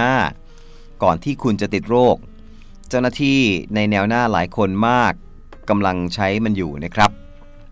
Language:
Thai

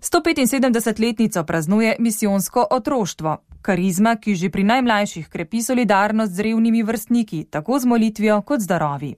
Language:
Slovenian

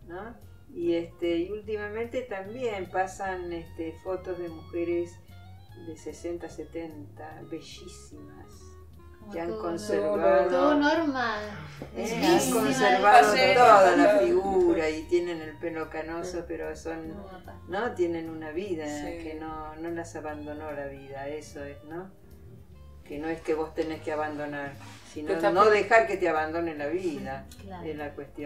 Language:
Spanish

